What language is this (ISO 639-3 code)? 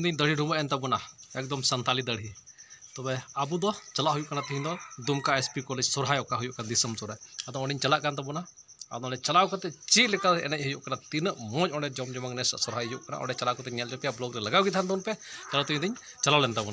sat